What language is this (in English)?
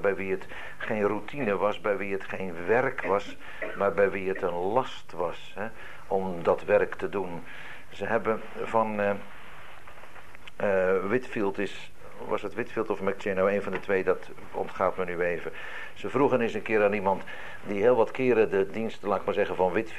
Dutch